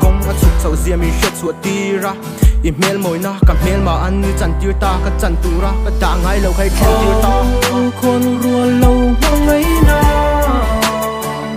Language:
Vietnamese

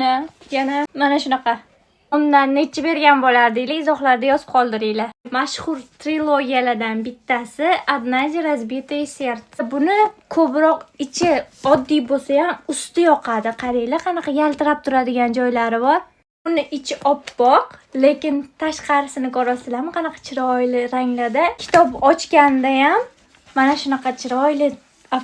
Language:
Uzbek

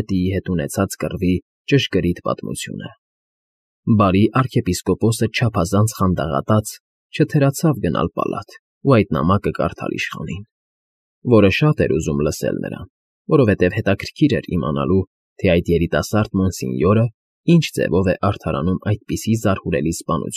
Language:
Armenian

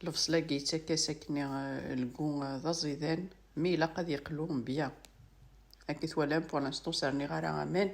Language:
Kabyle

